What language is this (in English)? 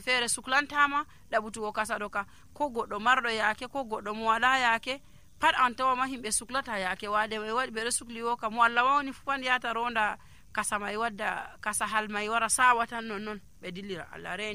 Nigerian Fulfulde